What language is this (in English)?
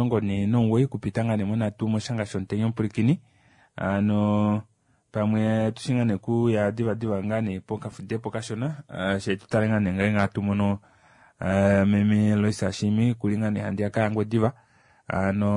Kuanyama